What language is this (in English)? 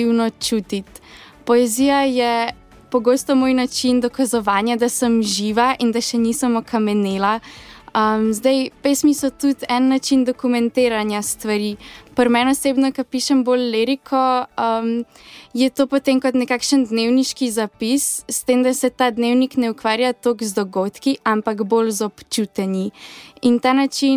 Slovenian